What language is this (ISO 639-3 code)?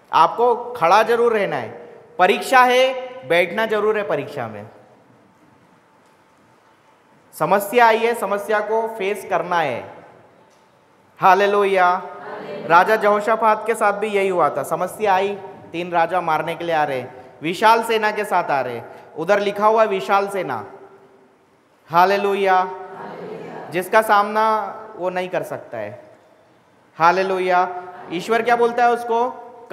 hin